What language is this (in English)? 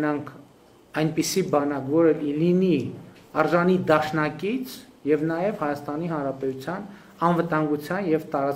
Armenian